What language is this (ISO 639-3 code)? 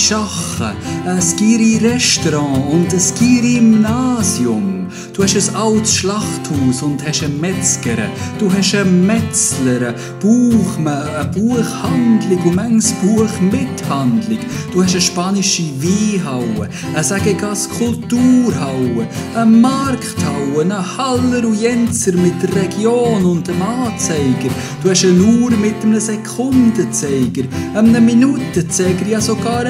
gsw